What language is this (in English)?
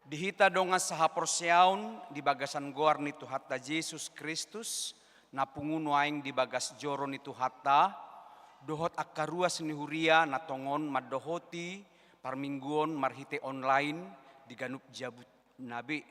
Batak Toba